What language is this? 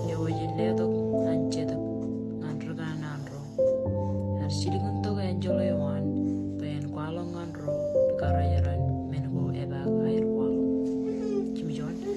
Marshallese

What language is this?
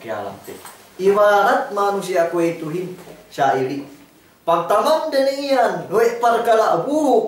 Yakan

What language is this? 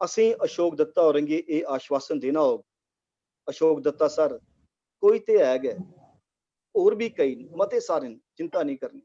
Dogri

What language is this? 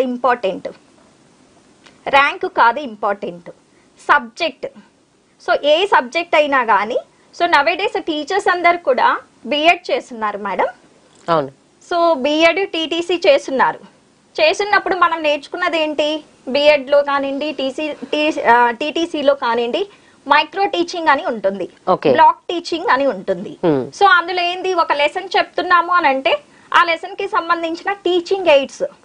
Telugu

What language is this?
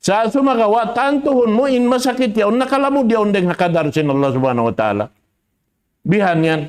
Tausug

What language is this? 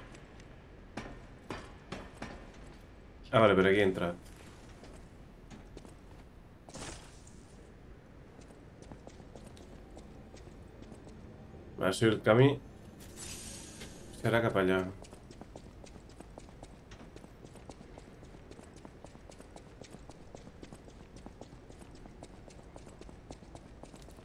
Catalan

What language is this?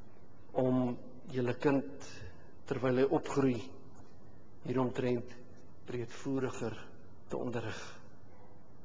Afrikaans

